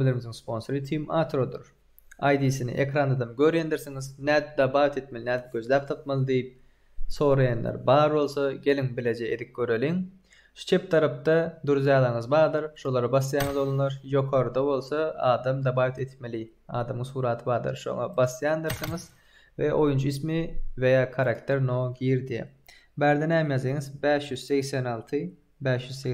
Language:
Turkmen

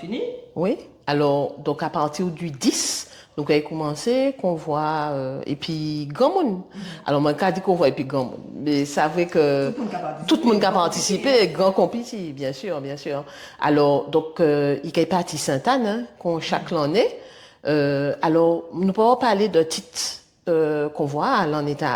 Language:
Guadeloupean Creole French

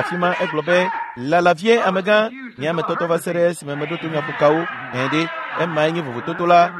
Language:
Ewe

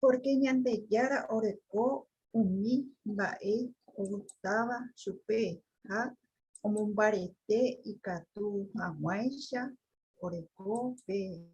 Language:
Guarani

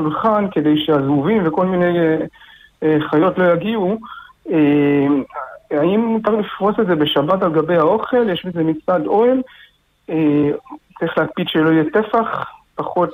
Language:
Hebrew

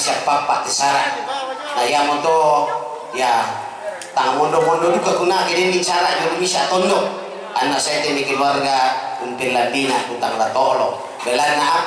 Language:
Toraja-Sa'dan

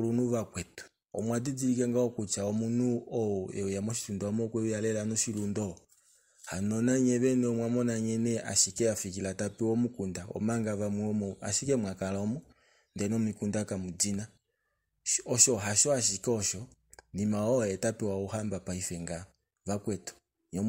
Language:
Kuanyama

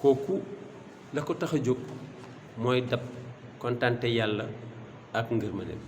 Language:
Wolof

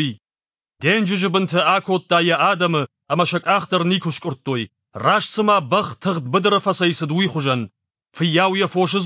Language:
Ossetic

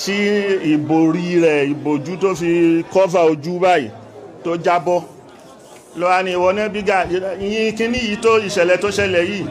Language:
Yoruba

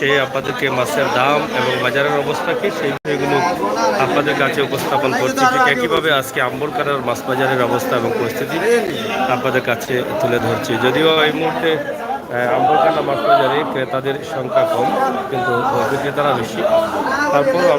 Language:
Sylheti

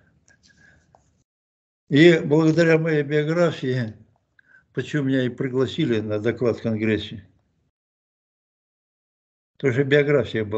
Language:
Russian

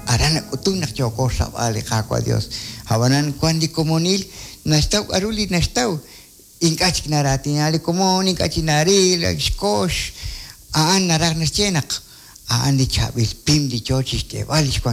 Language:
Kekchí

